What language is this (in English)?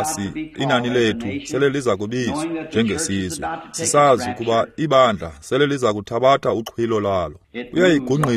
Xhosa